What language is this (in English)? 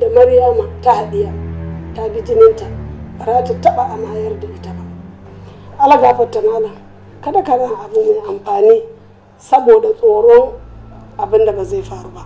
Hausa